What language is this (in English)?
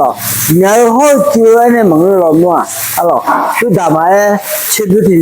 Akha